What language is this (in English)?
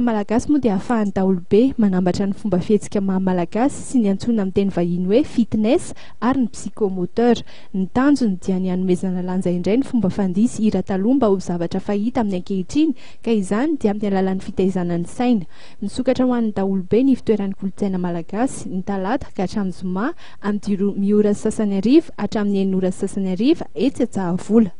Malagasy